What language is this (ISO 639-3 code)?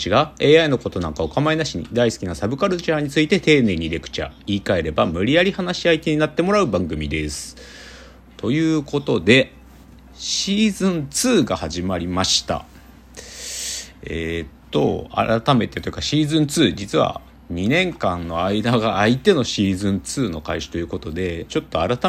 jpn